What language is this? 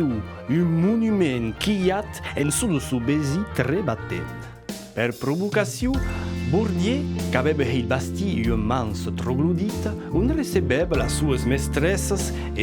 Occitan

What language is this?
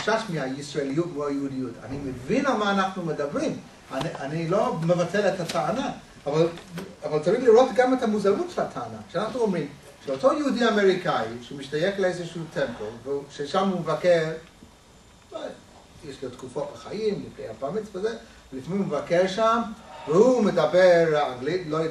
Hebrew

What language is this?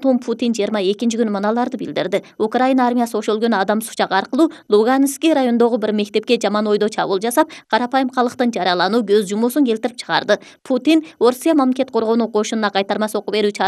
Kyrgyz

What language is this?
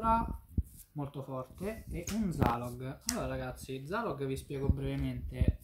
Italian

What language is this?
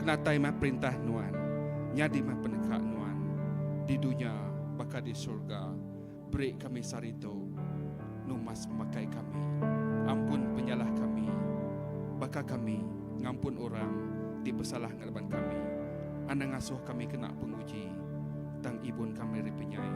Iban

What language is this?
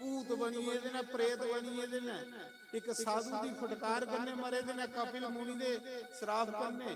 Dogri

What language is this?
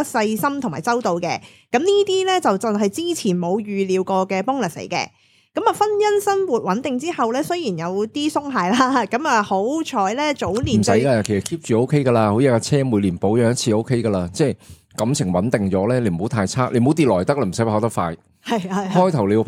Cantonese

